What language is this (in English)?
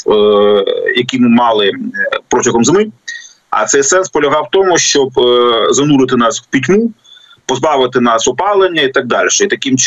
Ukrainian